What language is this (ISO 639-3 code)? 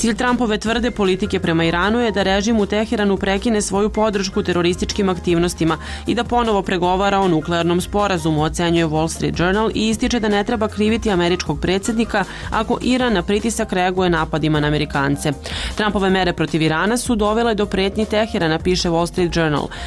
srp